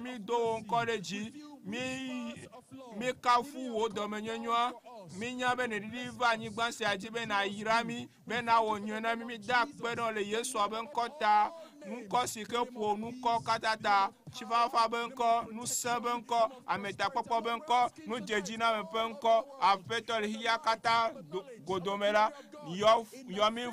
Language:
Ewe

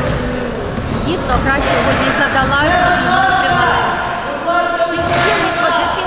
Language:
Ukrainian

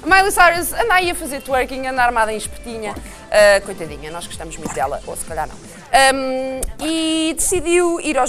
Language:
Portuguese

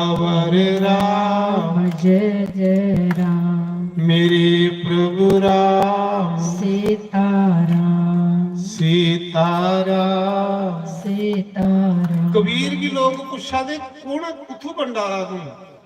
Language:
Dogri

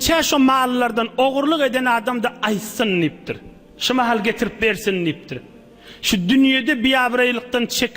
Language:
Turkmen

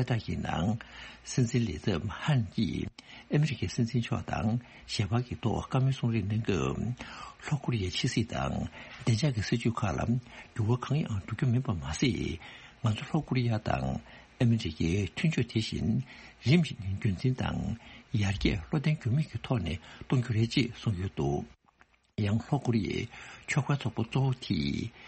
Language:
Tibetan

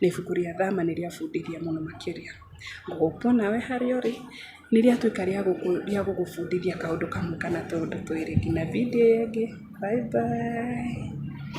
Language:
Kikuyu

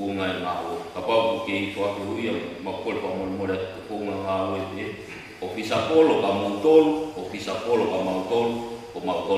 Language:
Tongan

